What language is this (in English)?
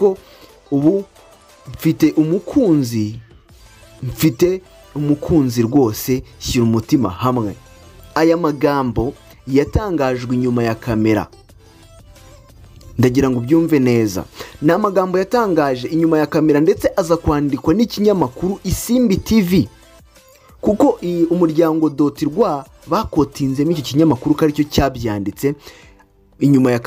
Kinyarwanda